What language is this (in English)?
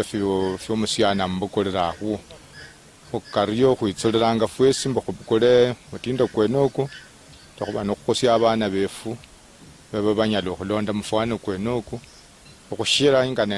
Luyia